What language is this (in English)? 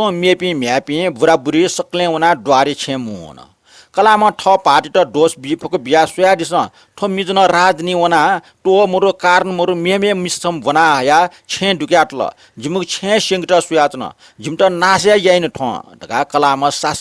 Newari